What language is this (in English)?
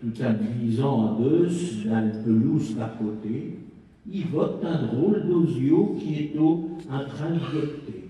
Picard